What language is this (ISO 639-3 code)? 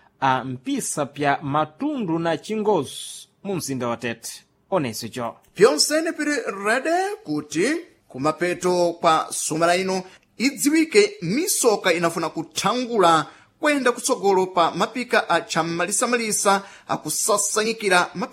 seh